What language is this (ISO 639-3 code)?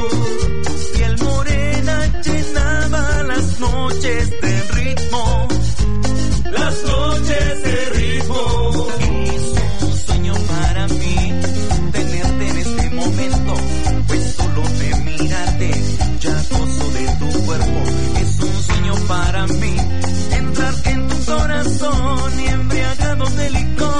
spa